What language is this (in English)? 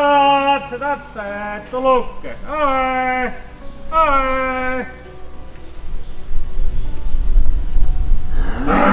Finnish